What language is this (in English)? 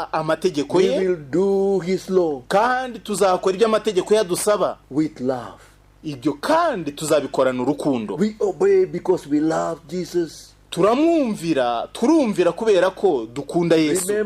Kinyarwanda